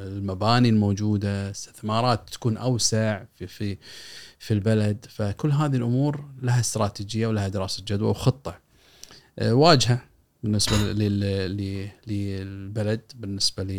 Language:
Gulf Arabic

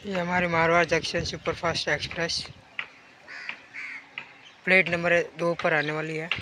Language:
Hindi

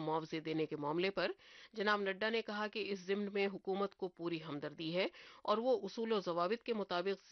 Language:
Urdu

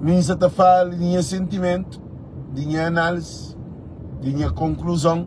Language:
Kabuverdianu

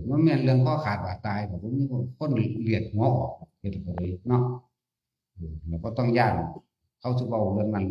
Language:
Northeastern Thai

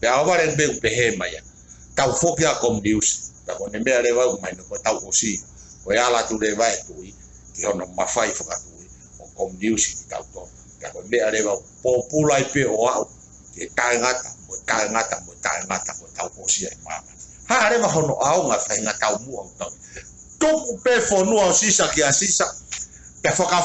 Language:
Tongan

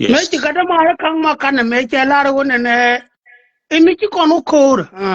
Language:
Nuer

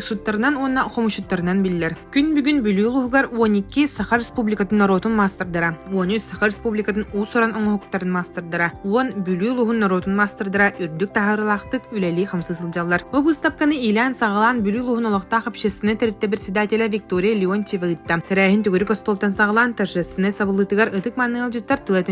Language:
Yakut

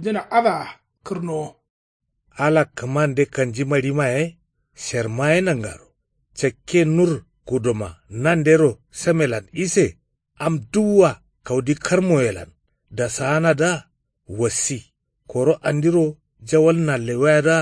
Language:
Kanuri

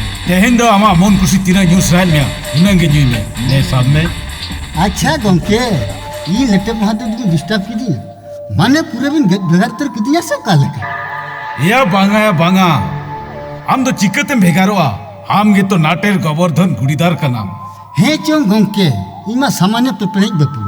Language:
Santali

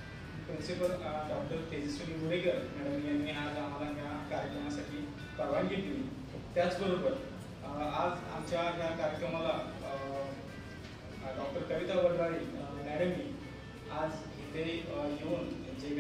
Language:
Marathi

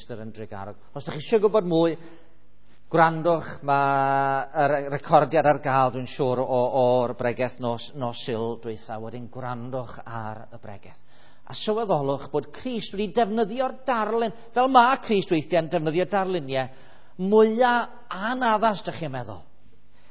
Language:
Welsh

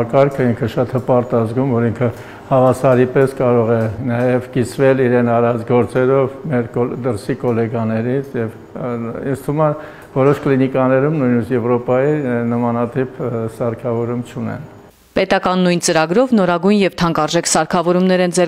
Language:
Armenian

